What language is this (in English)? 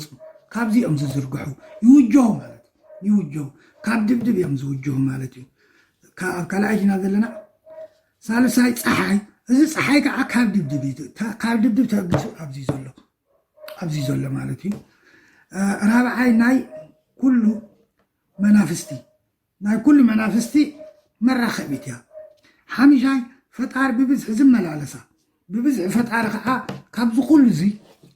Tigrinya